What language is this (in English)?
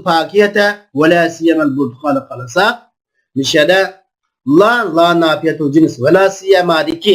Uyghur